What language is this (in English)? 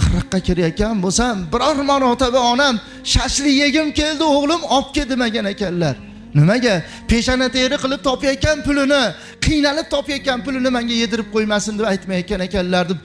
Uzbek